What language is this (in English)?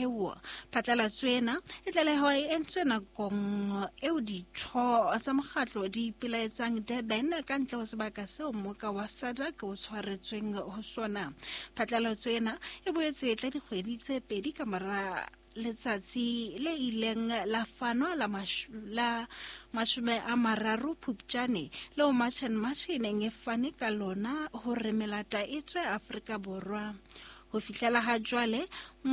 Southern Sotho